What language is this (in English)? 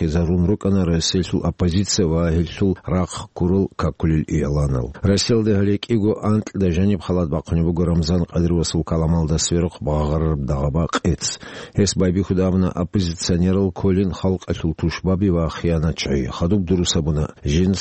Avaric